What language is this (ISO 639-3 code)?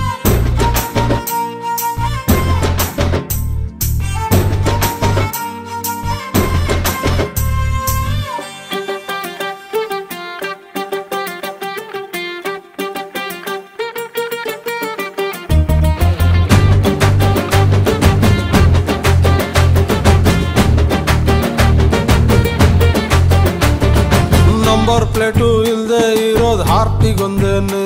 kan